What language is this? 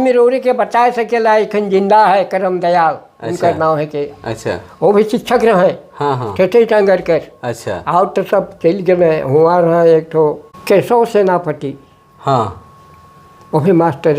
Sadri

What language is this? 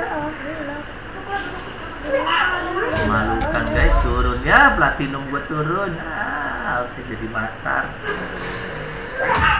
Indonesian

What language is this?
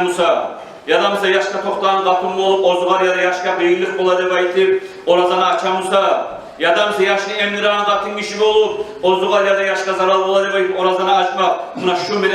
Kumyk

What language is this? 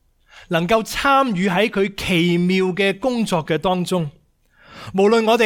Cantonese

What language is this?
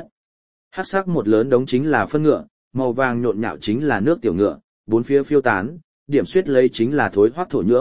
Vietnamese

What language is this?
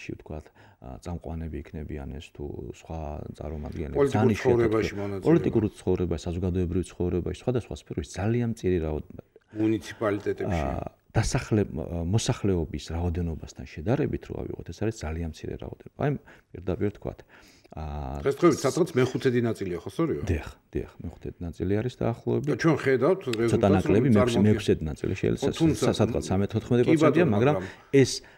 Georgian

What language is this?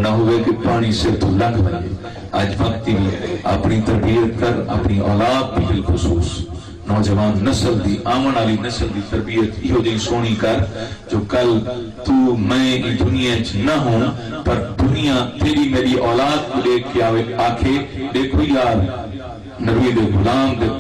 Saraiki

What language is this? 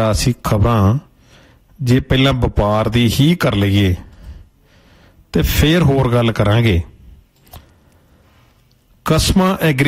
Punjabi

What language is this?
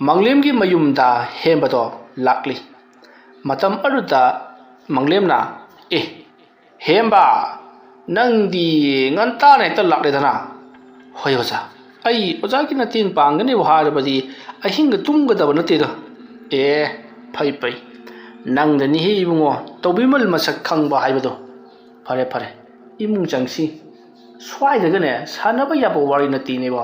Manipuri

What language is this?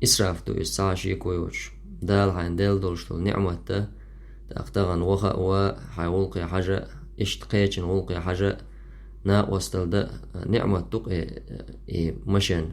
Chechen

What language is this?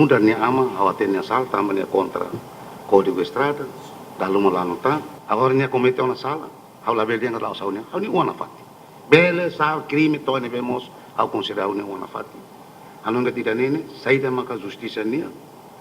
Tetum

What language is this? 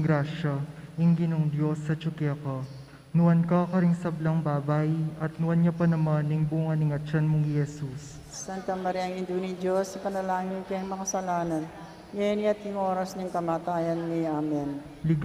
Pampanga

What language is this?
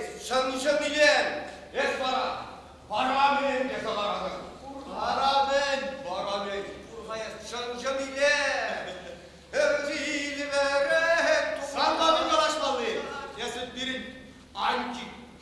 Chuvash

